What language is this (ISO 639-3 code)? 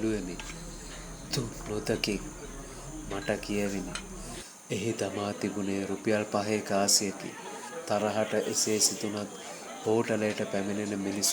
sin